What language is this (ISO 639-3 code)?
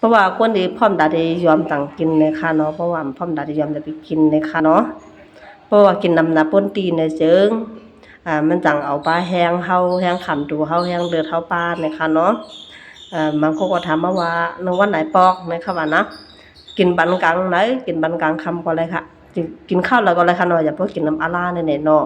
shn